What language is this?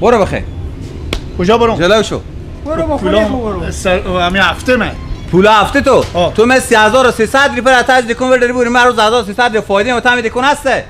Persian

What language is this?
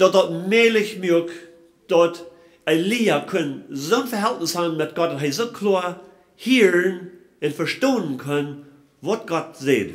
Plautdietsch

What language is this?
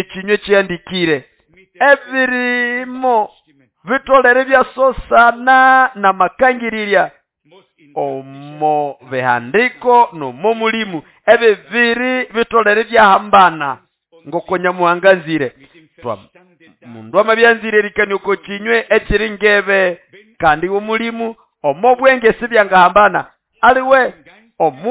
Nande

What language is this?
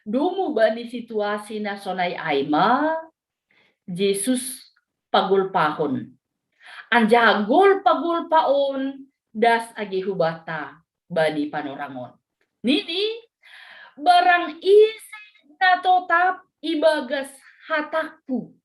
Batak Simalungun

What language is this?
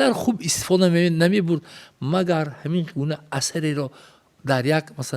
Tajik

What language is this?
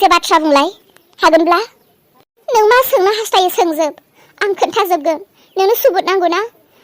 Bodo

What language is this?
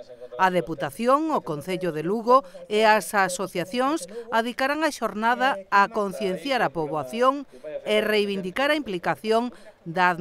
Galician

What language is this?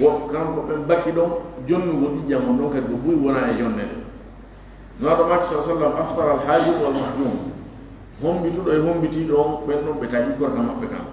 Fula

